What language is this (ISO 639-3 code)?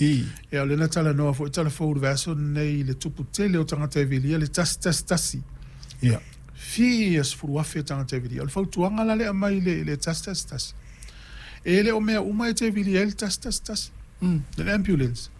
smo